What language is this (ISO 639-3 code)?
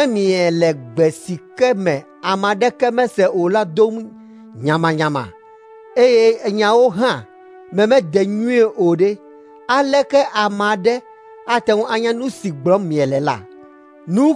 ewe